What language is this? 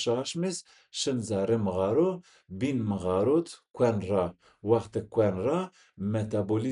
Zaza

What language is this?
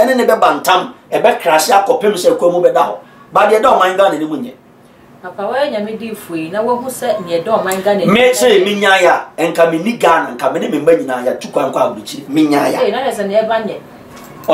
Akan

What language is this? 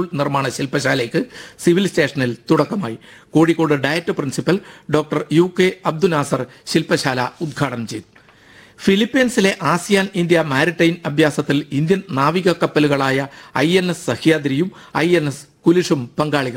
Malayalam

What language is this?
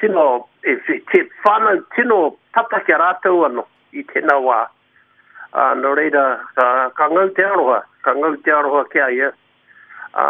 Māori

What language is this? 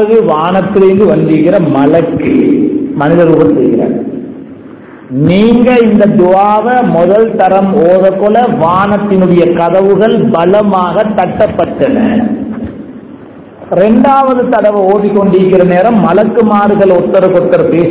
Tamil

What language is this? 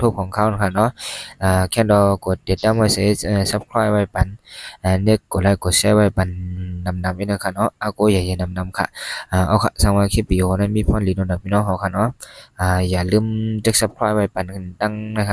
Shan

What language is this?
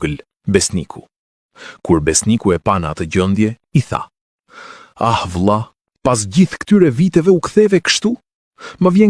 Albanian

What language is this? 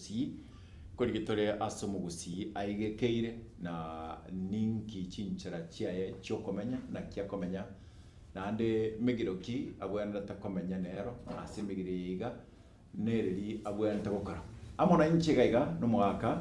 Gusii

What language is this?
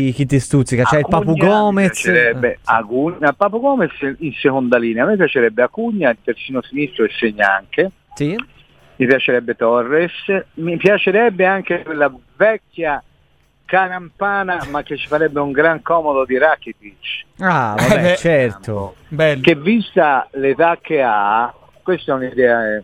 Italian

